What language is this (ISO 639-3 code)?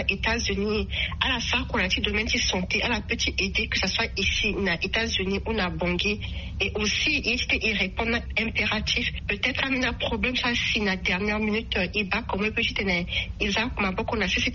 sag